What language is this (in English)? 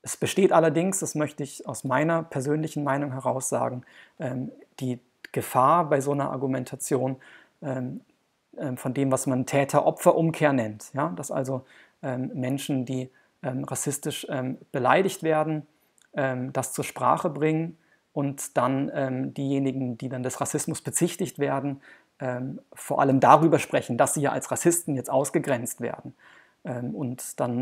German